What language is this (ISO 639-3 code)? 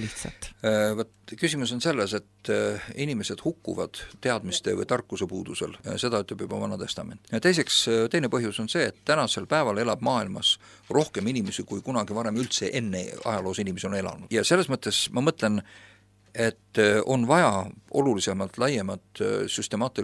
est